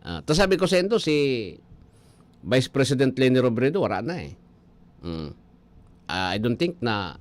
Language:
Bikol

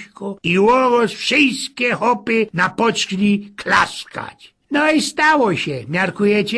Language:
Silesian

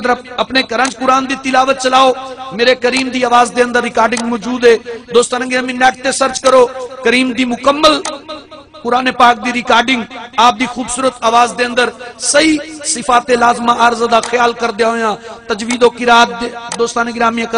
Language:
Saraiki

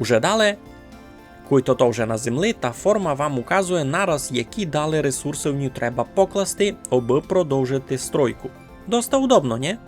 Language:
Rusyn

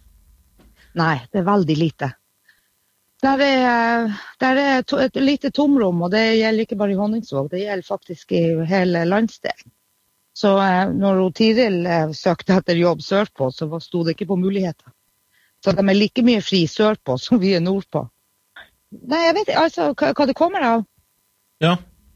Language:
Norwegian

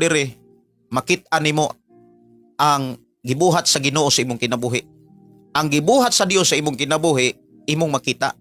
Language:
Cebuano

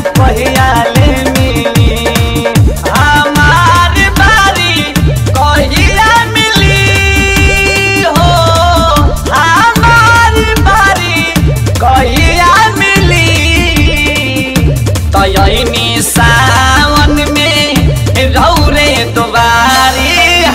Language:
Bhojpuri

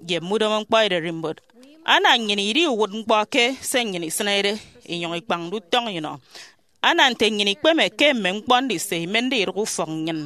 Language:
Efik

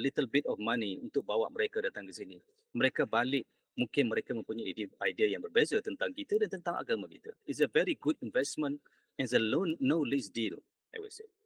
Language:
Malay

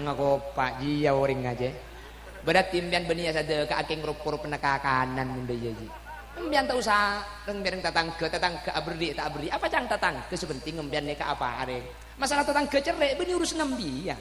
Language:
Madurese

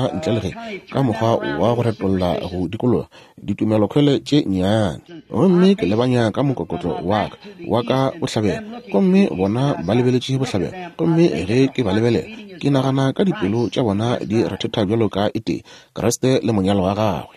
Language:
Northern Sotho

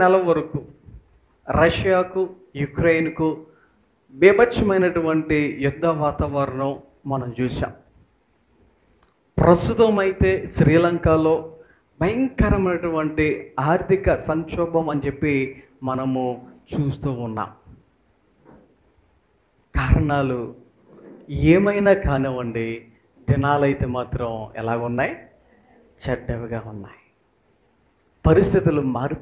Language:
Telugu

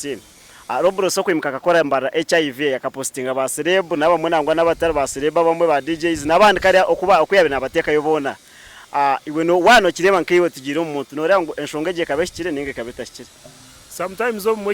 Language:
Nyankole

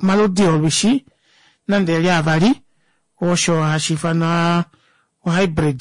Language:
Kuanyama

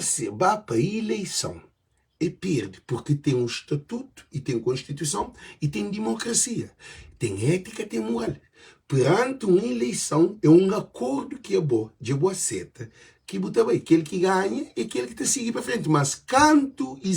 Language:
Kabuverdianu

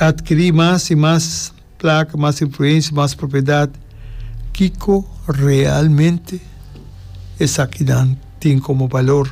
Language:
Papiamento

